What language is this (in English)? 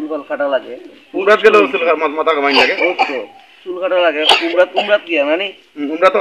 Sylheti